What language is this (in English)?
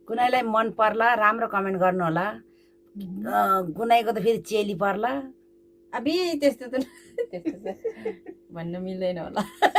Nepali